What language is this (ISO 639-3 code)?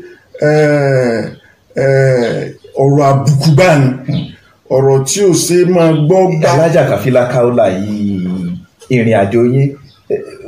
yor